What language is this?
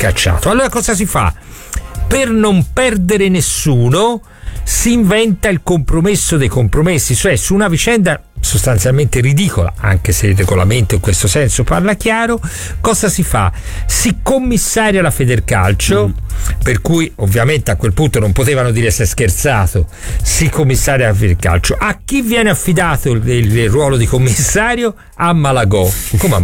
Italian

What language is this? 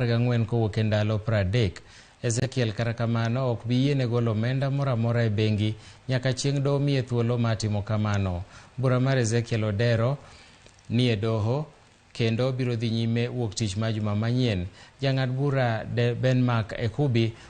Luo (Kenya and Tanzania)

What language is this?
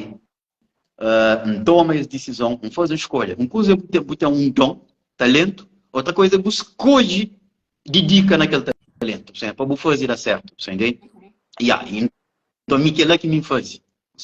Kabuverdianu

